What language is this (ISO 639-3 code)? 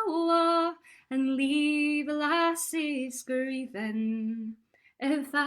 sco